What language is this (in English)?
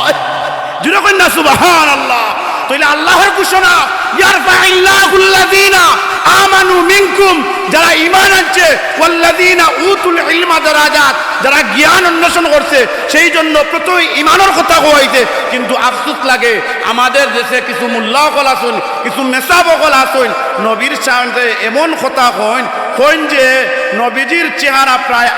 Sylheti